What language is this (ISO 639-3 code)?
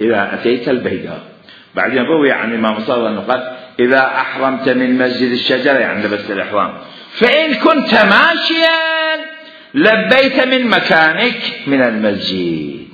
acm